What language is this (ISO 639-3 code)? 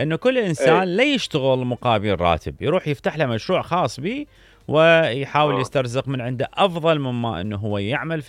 acm